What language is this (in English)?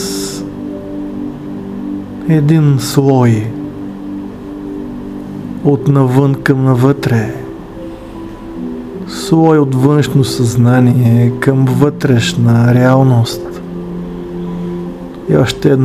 Bulgarian